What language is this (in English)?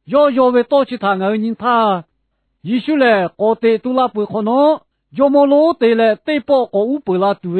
Lahu